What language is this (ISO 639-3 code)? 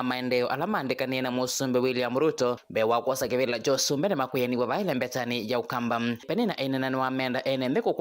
kam